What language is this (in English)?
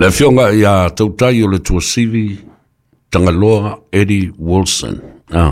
Samoan